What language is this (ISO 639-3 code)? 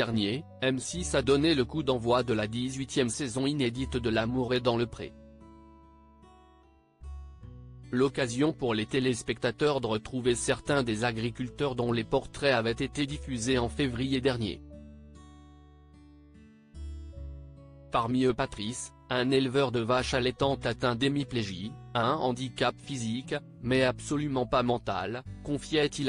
fra